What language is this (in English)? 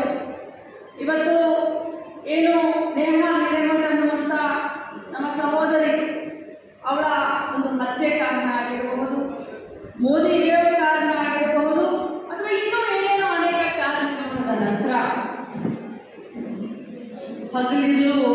Kannada